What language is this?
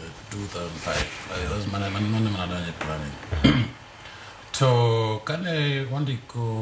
Luo (Kenya and Tanzania)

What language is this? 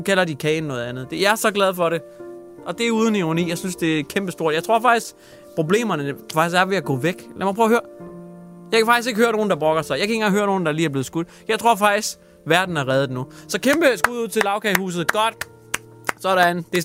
Danish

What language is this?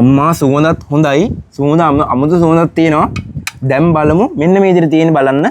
Sinhala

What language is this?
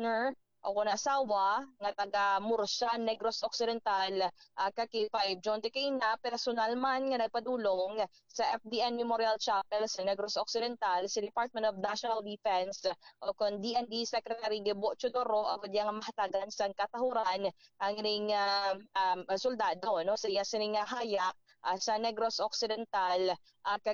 Hiligaynon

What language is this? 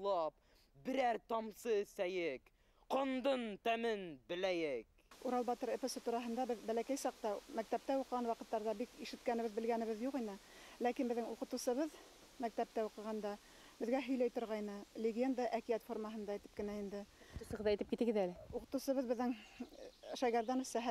Bashkir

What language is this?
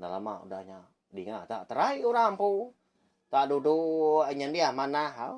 Iban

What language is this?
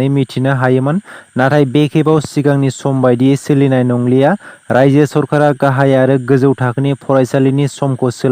Bodo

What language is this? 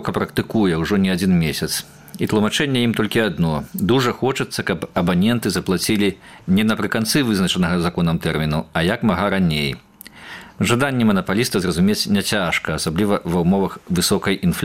Belarusian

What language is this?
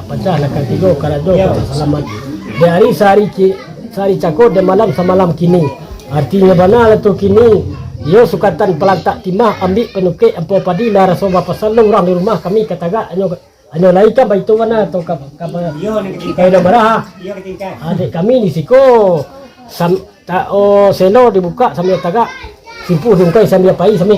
Minangkabau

